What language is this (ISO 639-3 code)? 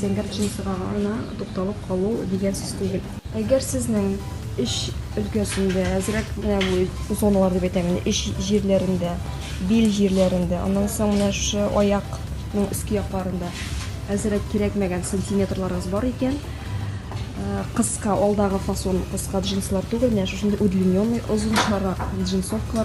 tat